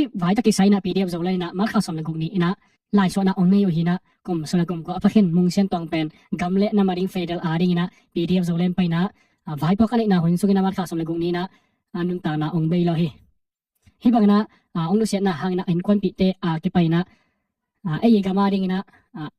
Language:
Tedim Chin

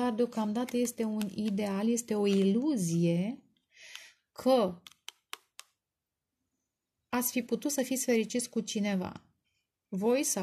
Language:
Romanian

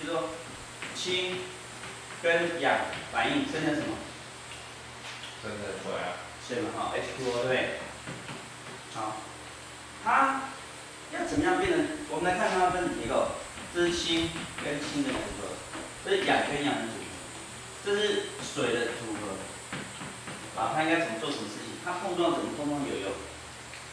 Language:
Chinese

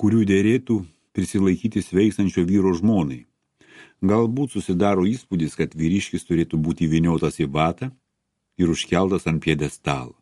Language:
Lithuanian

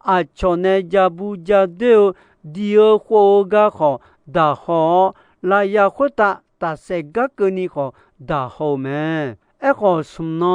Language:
Akha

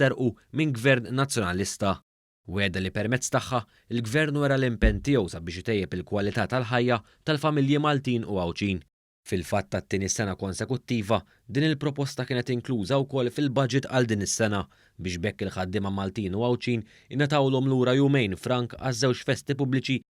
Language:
Maltese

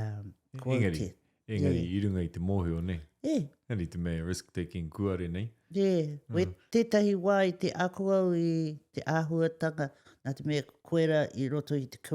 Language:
Māori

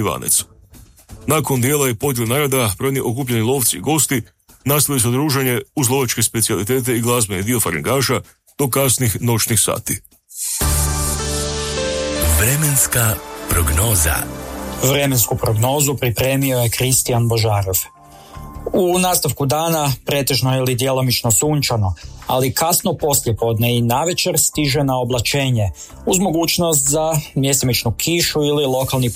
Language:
Croatian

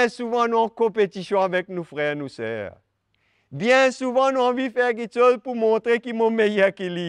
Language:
Morisyen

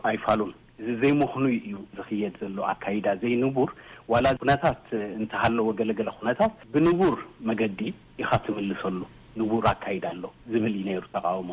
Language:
Tigrinya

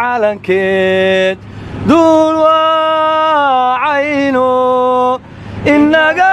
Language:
Somali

